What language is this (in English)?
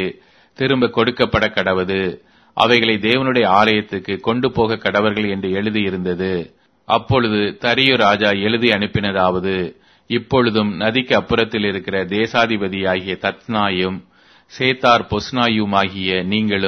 Tamil